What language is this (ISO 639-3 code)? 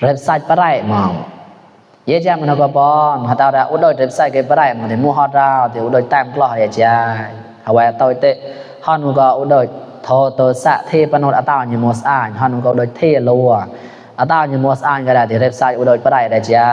mnw